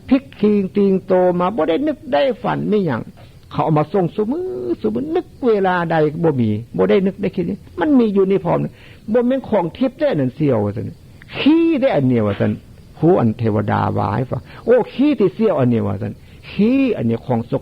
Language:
Northeastern Thai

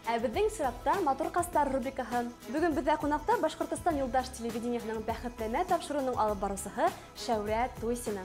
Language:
Bashkir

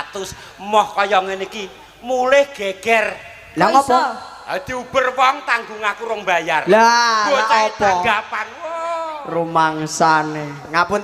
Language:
Javanese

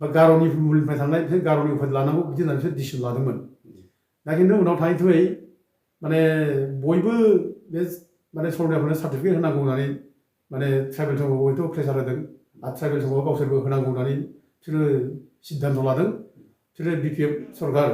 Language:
Bodo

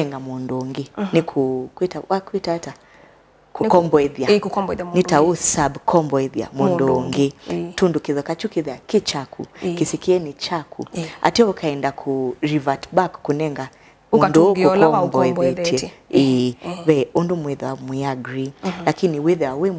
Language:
Kamba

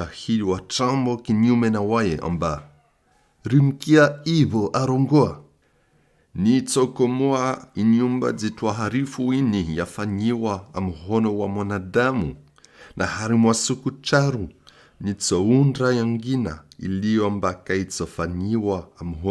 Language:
Comorian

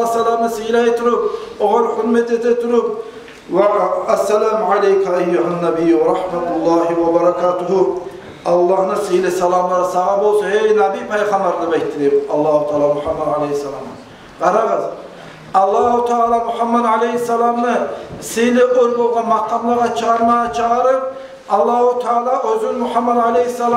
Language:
Kumyk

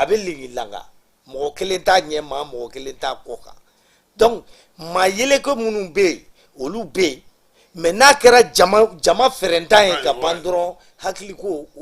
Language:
Bambara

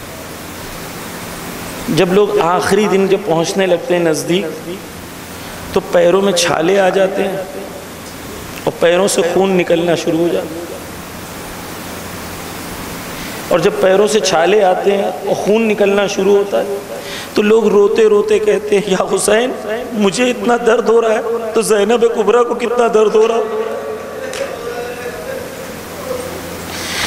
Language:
Urdu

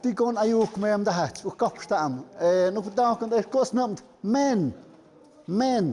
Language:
Tlahuitoltepec Mixe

